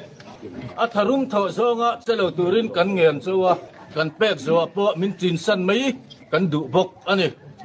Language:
Mizo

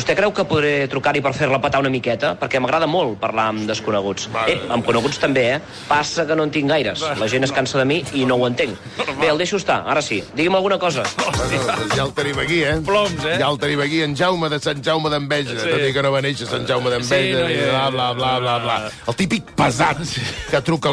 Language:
Catalan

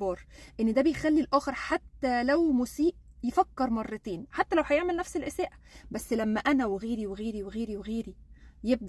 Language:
Egyptian Arabic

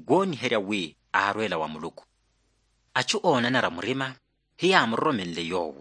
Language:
Makhuwa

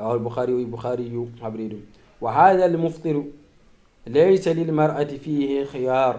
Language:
Fula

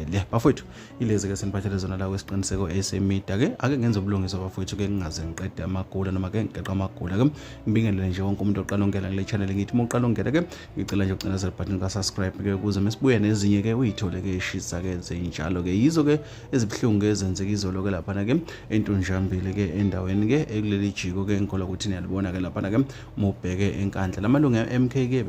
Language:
Zulu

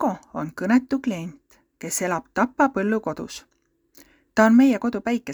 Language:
Estonian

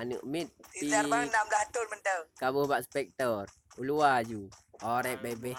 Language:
Achinese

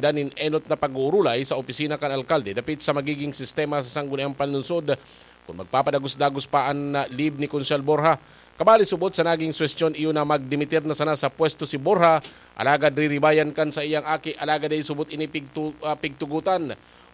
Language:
Bikol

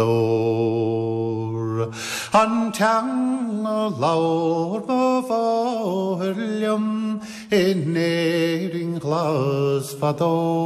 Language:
Irish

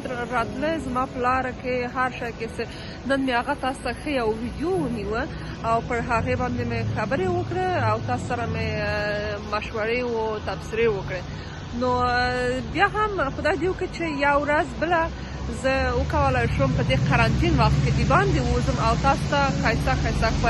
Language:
Pashto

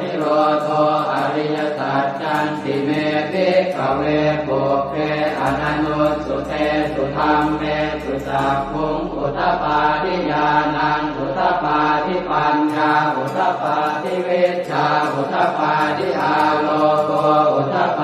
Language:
Pali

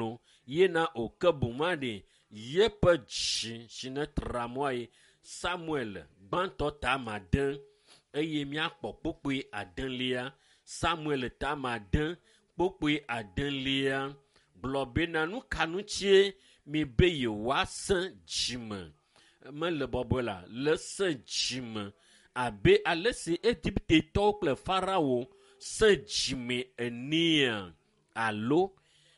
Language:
Ewe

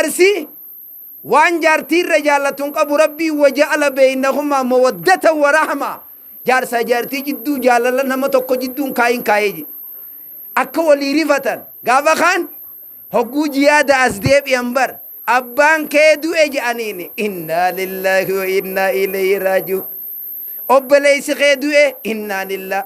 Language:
Oromo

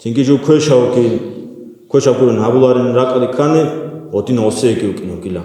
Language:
Avaric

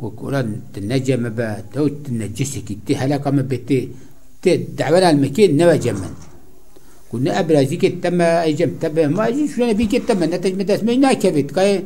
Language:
Kurdish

